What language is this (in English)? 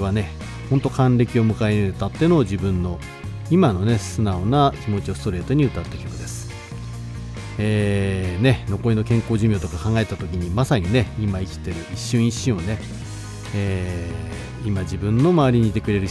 Japanese